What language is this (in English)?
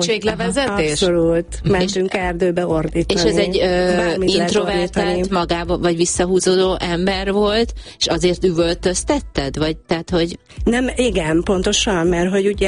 Hungarian